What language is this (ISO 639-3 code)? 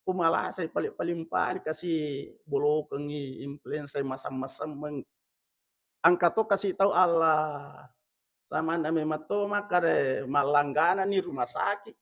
bug